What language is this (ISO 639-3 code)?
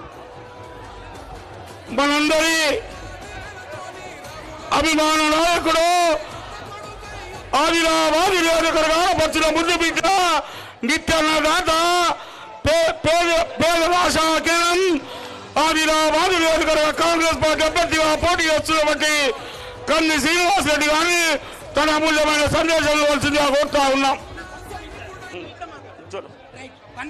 tel